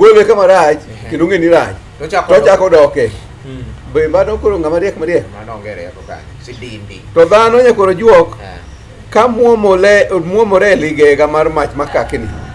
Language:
Luo (Kenya and Tanzania)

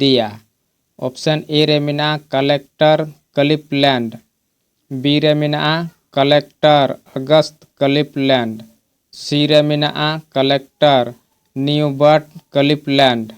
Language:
Santali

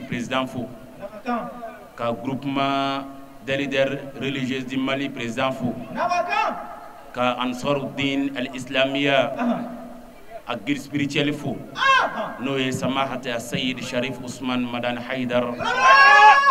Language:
Bambara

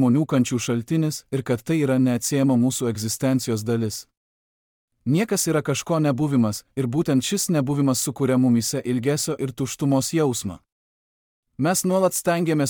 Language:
Lithuanian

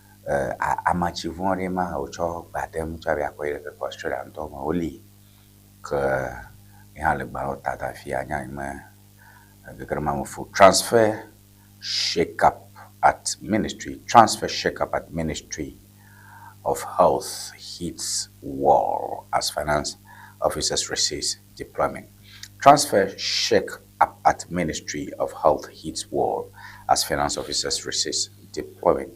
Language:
Ewe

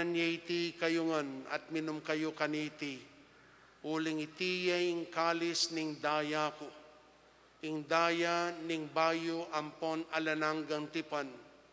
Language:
Pampanga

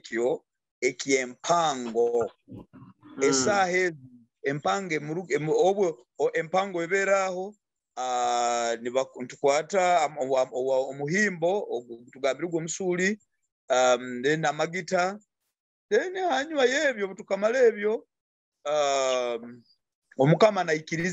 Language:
Nyoro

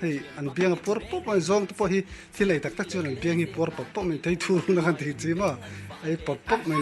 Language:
Mizo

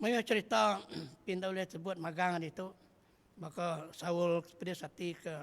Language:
Iban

